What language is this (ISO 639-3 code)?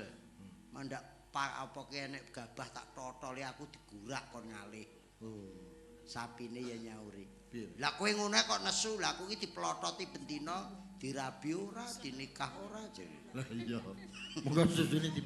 jav